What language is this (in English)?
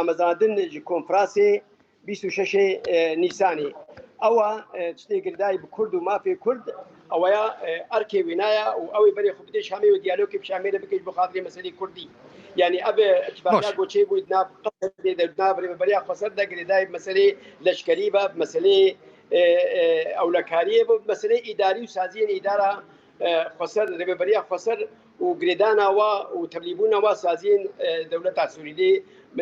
Kurdish